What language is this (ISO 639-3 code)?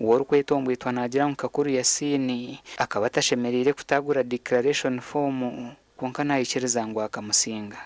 nyn